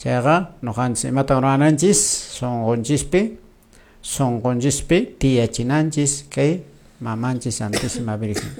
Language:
Quechua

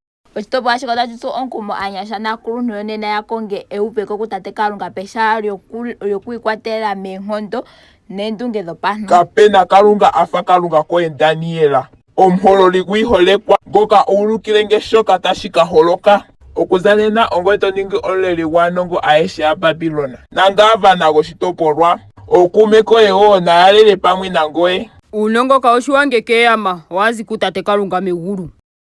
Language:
Ndonga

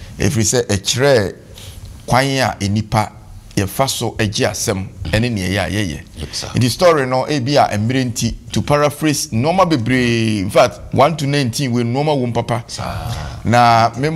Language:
Akan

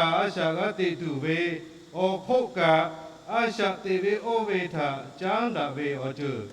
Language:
Lahu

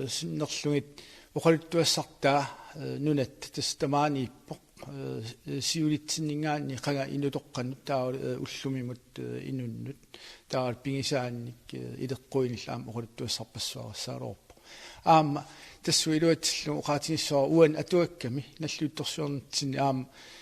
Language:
Kalaallisut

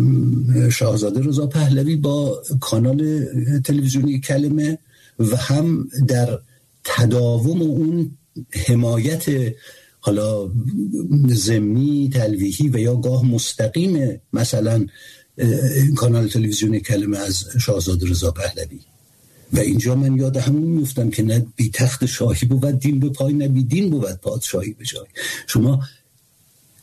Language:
Persian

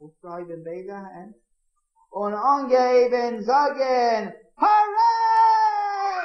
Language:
Yiddish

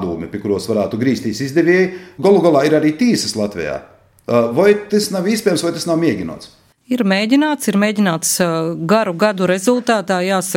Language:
Latvian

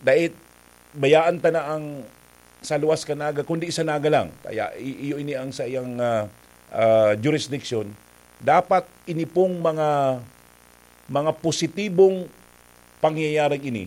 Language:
Bikol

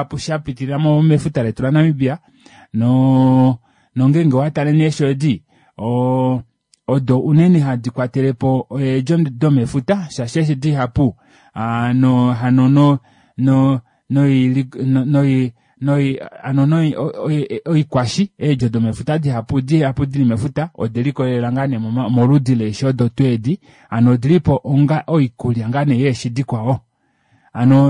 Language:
Kuanyama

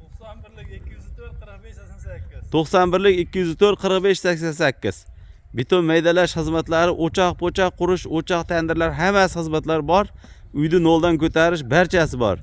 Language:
Uzbek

